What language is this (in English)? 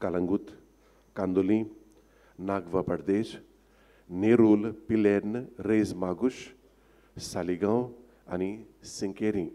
Konkani